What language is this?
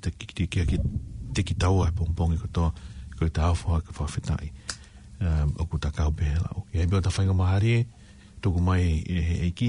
Tongan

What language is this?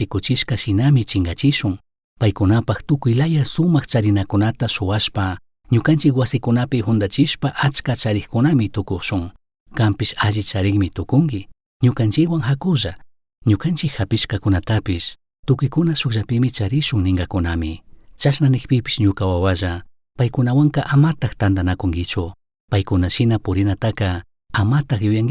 Chimborazo Highland Quichua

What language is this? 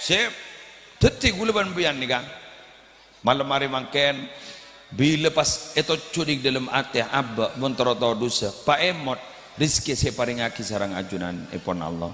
Madurese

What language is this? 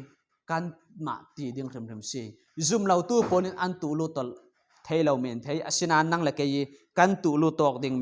Falam Chin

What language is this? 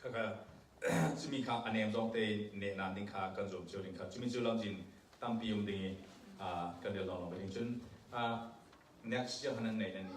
Falam Chin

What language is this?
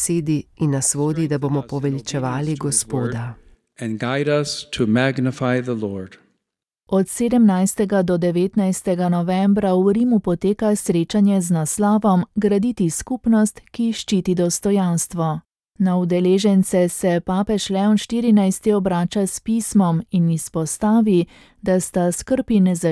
Slovenian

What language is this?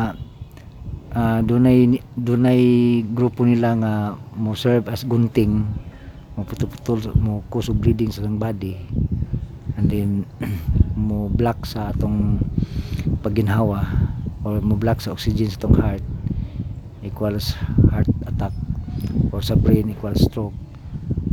Cebuano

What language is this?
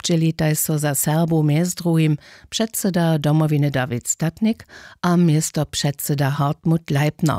Upper Sorbian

